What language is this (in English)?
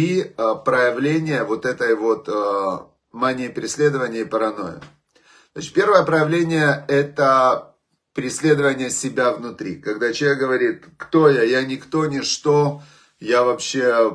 Russian